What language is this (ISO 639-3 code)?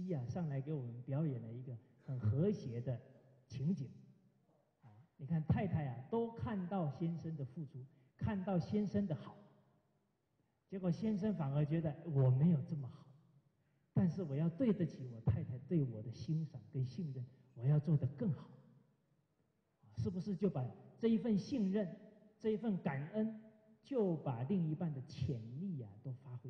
zho